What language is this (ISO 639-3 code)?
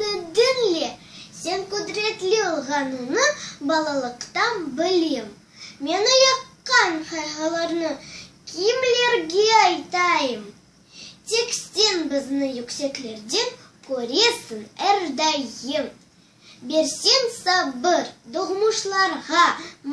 crh